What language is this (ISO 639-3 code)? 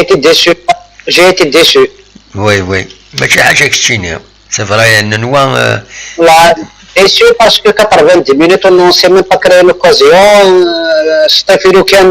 kab